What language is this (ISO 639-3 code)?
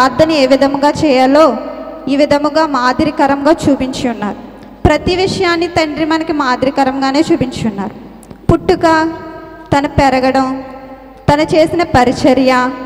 tel